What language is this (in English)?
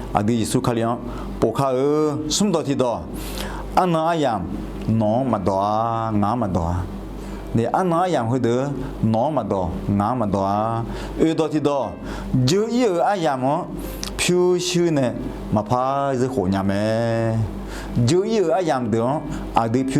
Akha